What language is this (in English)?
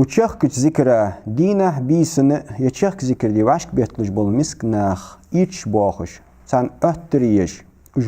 Ingush